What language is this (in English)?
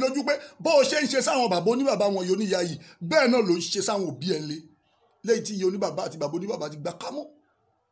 Yoruba